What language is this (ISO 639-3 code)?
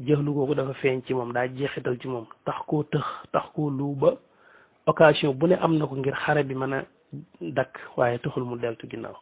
wol